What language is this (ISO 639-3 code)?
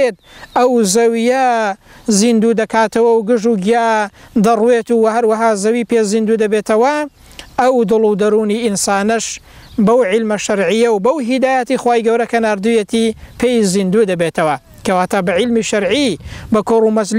ckb